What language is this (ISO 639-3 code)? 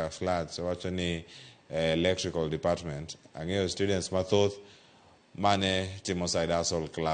luo